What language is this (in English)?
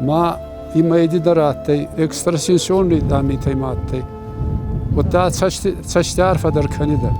Ossetic